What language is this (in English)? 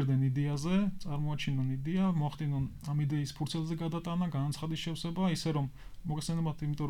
Georgian